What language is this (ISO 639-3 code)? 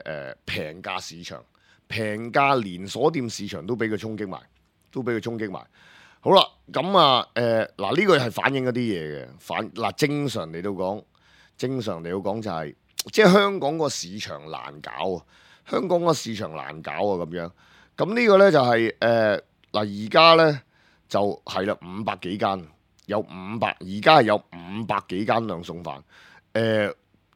yue